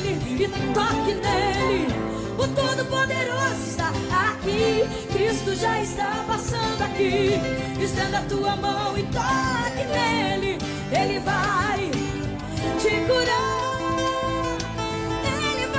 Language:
Portuguese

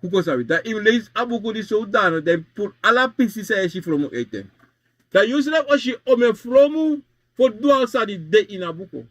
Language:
Sranan Tongo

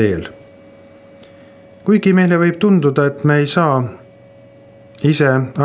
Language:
Estonian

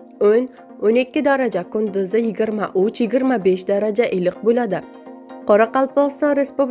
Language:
Uzbek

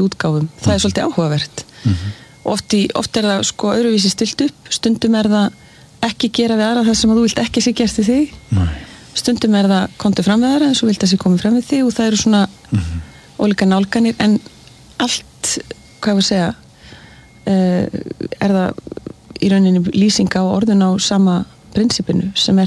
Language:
Icelandic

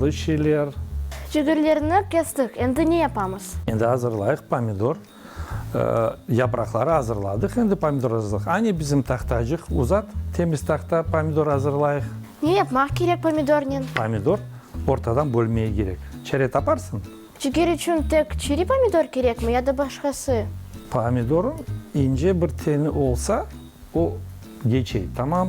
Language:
Crimean Tatar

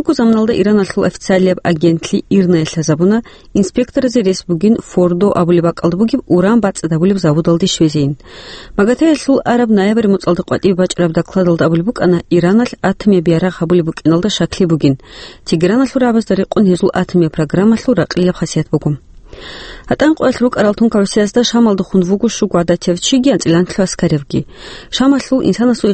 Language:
Avaric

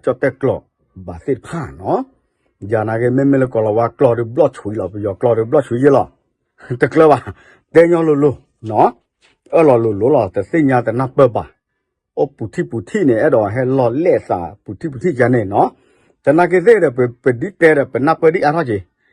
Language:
S'gaw Karen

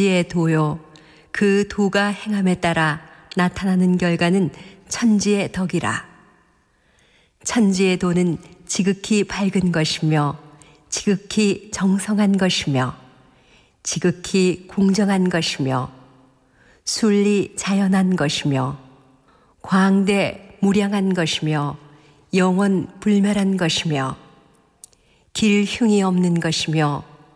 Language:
Korean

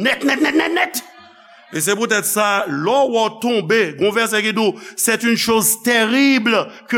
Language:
Haitian Creole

